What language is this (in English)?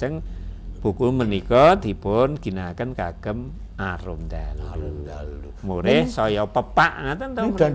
Javanese